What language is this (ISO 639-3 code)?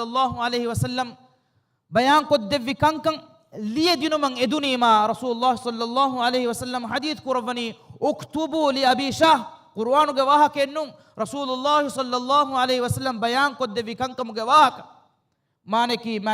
div